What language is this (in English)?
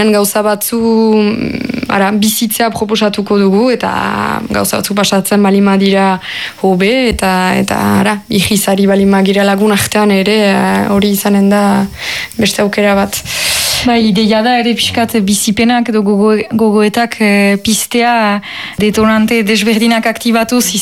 Basque